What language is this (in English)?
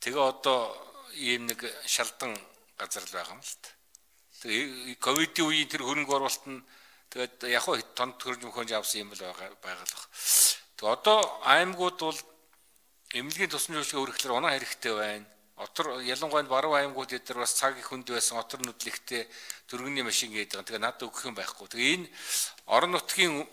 Mongolian